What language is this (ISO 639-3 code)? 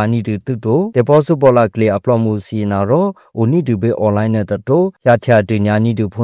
mya